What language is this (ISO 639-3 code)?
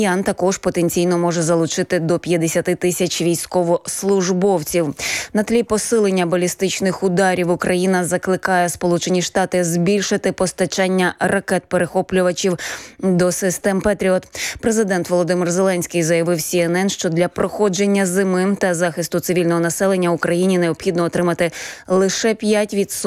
ukr